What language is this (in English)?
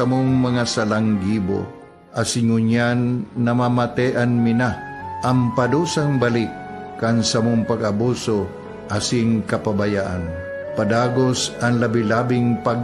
Bikol